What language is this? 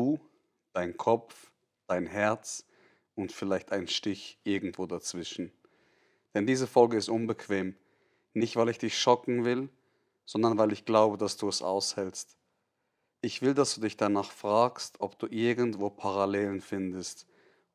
Swiss German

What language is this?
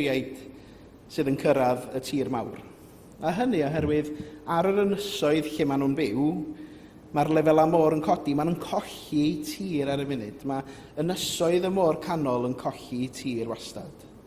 Welsh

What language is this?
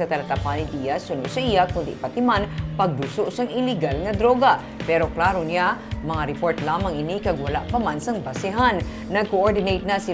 Hiligaynon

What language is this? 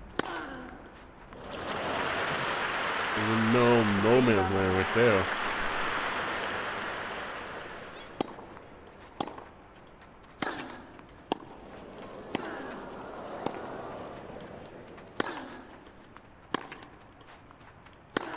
English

